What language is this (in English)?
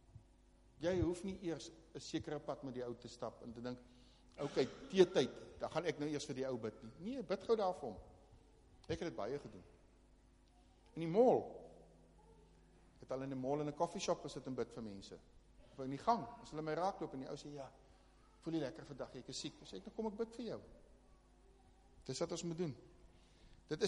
Afrikaans